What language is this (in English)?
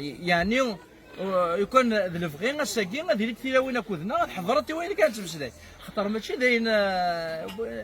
Kabyle